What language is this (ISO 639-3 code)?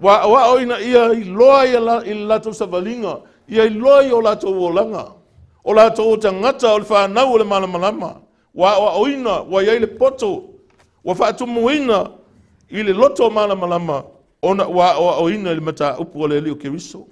smo